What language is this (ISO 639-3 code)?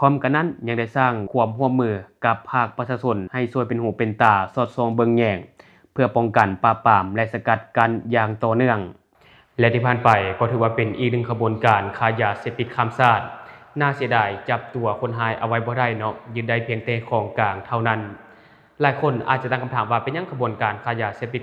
lao